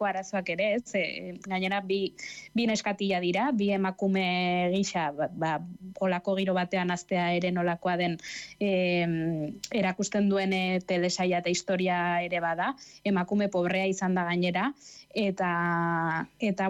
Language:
Basque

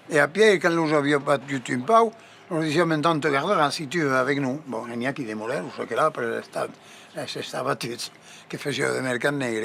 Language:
Occitan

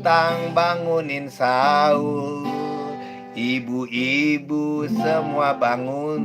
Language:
Betawi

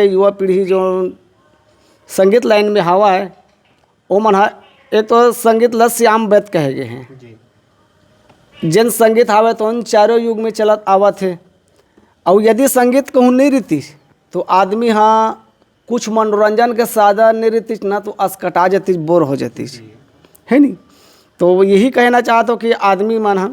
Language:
Chhattisgarhi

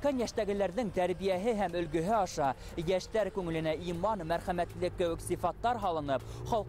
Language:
Bashkir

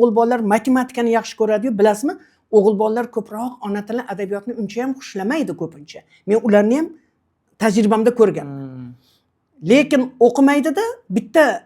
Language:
Uzbek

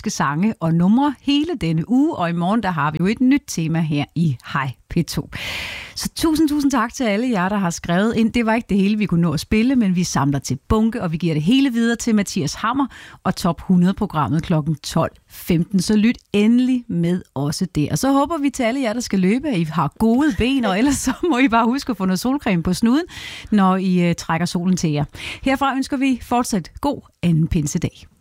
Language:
Danish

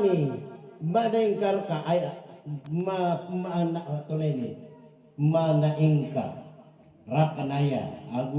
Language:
Maranao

